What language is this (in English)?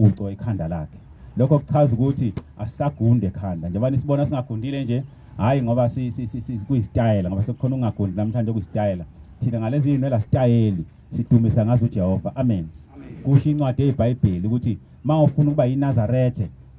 Zulu